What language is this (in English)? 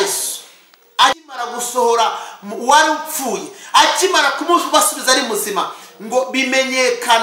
Kinyarwanda